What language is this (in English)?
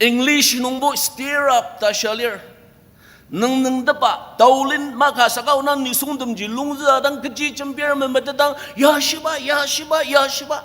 Ao Naga